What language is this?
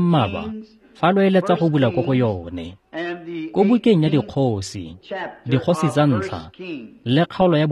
Tswana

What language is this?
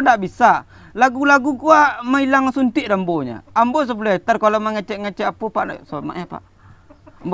Minangkabau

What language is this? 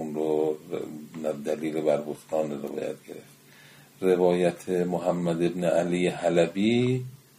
Persian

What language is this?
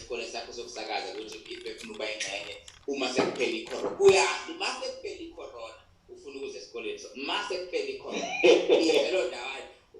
Zulu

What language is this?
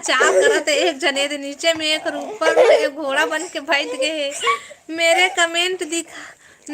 Chhattisgarhi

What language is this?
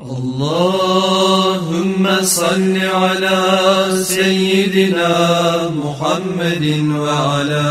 Kumyk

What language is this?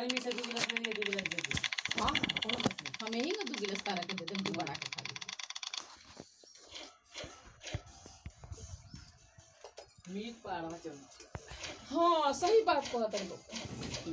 Bhojpuri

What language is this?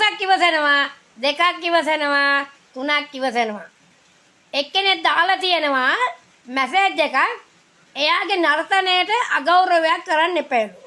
Sinhala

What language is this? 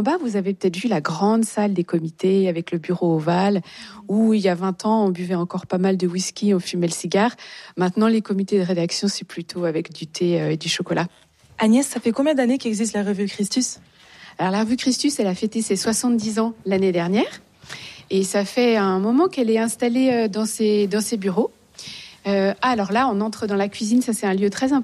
French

